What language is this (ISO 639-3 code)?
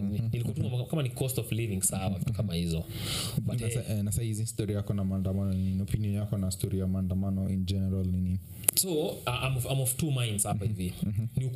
swa